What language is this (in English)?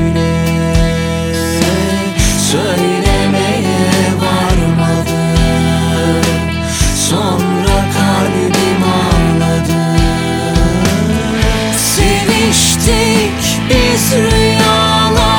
Turkish